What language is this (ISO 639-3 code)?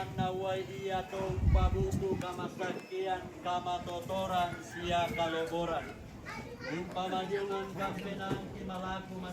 sda